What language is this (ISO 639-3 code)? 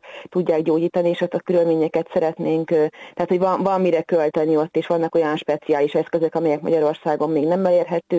hun